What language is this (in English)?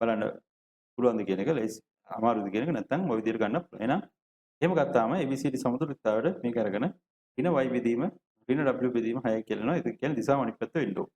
Sinhala